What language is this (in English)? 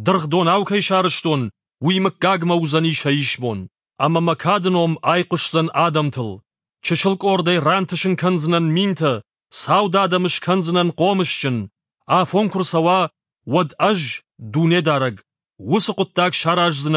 Ossetic